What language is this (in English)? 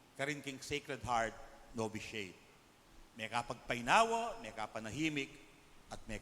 Pampanga